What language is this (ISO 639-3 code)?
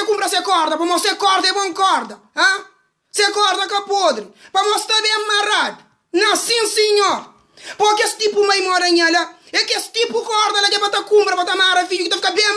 kea